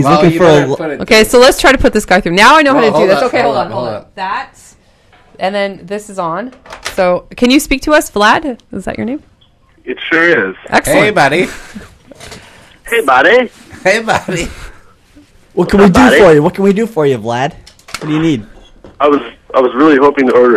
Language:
English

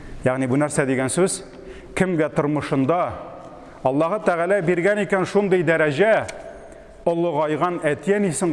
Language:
Tatar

